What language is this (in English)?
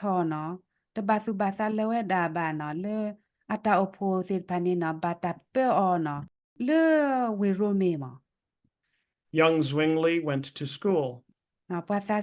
S'gaw Karen